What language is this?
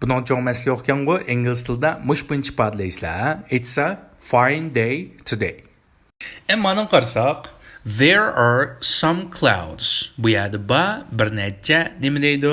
Uyghur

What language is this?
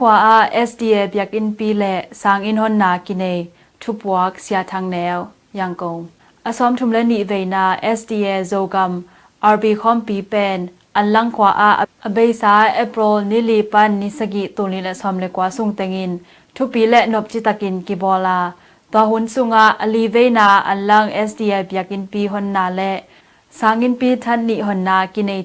Tedim Chin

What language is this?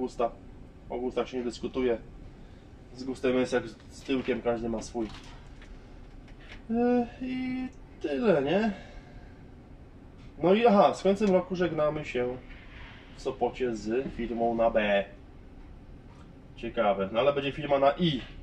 Polish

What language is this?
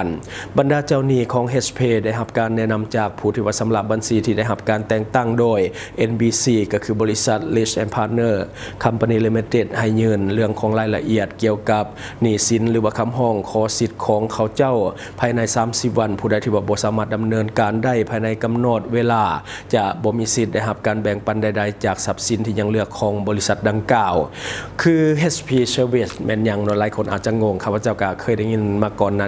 Lao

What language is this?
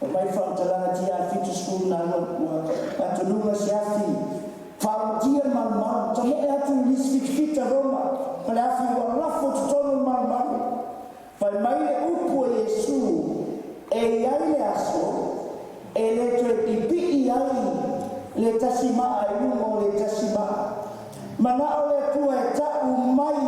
Samoan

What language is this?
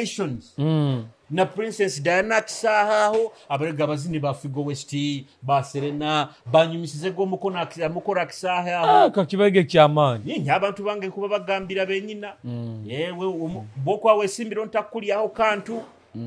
Nyoro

